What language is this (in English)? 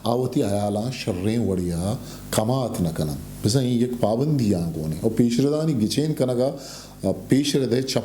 Eastern Balochi